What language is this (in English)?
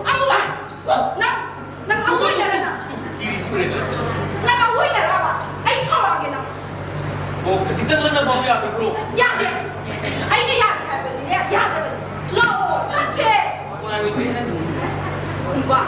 Manipuri